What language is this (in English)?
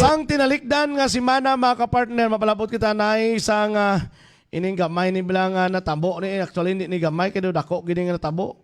Hiligaynon